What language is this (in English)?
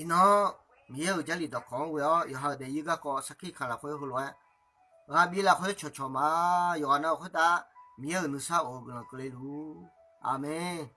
Akha